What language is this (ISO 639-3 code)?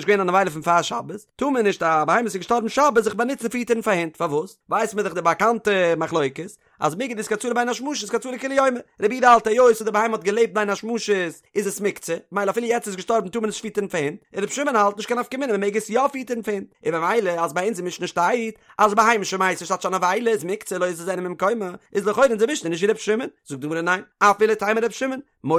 yid